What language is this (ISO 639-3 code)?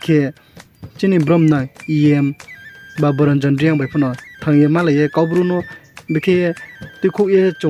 ria